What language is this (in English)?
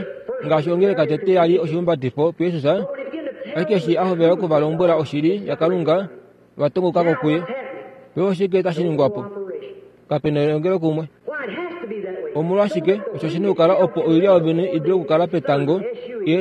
Kuanyama